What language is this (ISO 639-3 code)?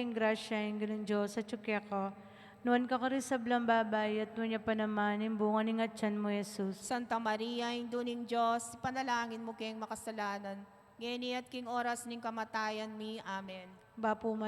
pam